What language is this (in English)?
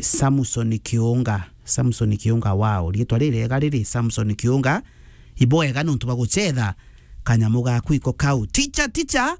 Meru